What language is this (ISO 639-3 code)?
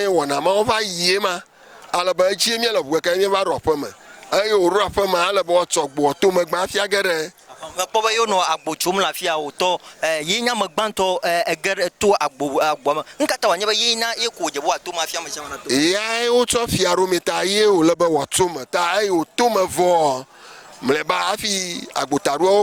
ewe